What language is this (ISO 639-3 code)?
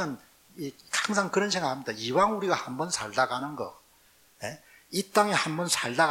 kor